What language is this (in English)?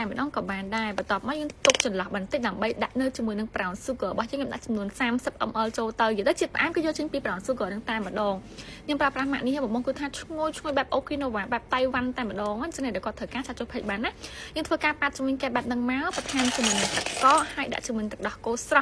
Khmer